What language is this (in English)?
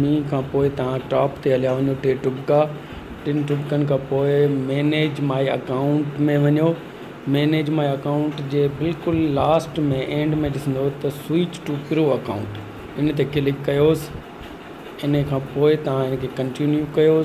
Sindhi